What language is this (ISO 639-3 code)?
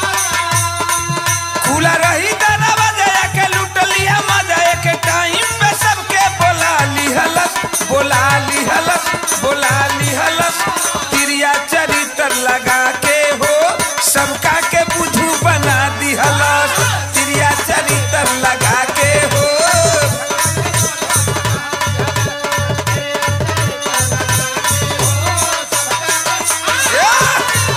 bho